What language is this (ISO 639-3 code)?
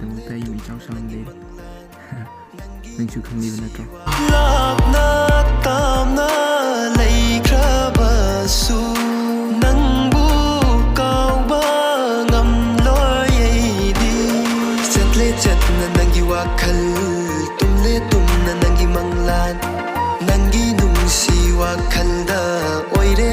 mni